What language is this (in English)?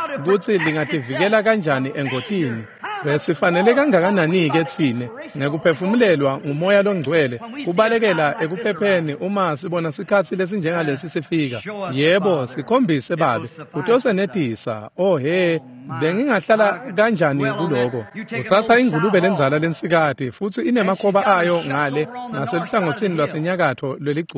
Swati